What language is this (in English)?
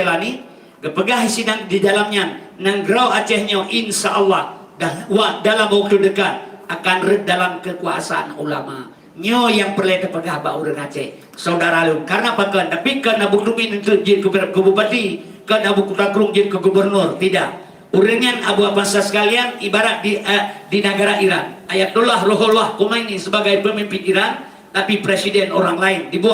Achinese